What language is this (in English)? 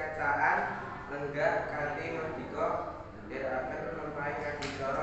Javanese